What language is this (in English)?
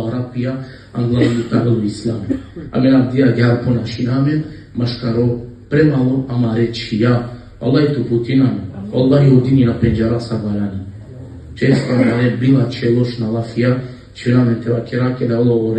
Balkan Romani